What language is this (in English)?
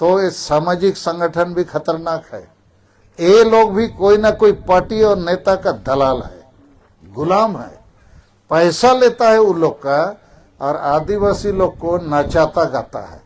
Santali